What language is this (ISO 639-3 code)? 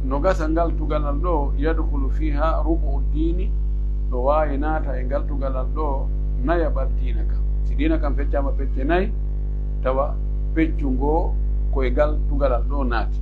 fuf